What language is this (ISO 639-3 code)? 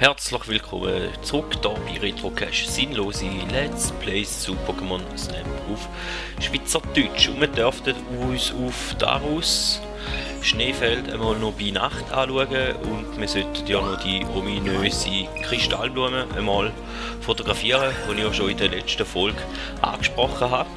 gsw